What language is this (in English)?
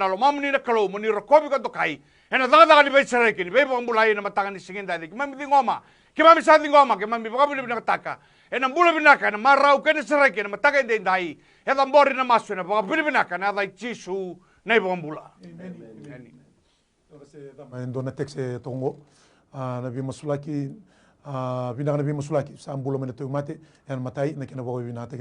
Fijian